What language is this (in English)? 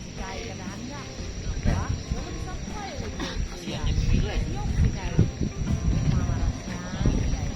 Banjar